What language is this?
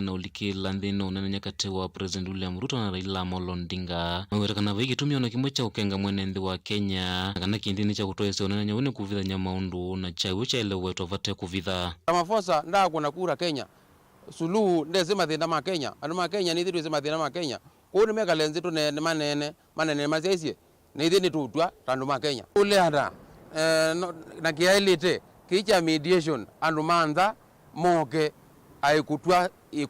Kamba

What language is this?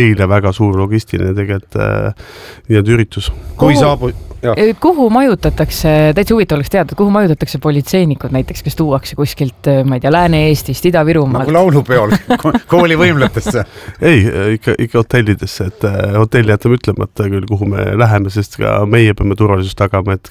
Estonian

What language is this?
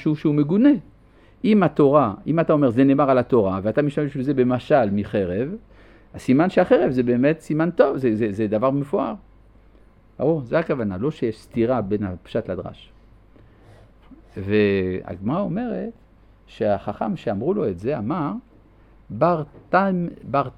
Hebrew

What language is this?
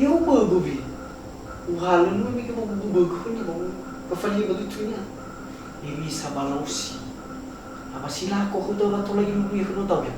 Nias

